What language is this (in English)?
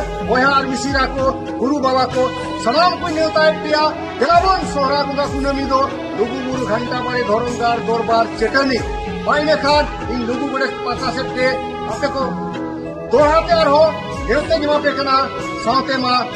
Santali